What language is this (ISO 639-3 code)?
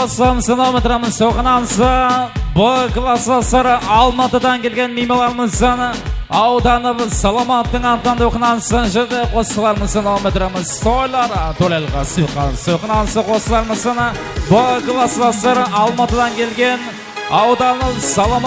kaa